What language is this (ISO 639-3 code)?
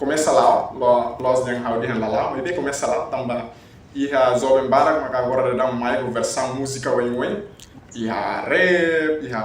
tet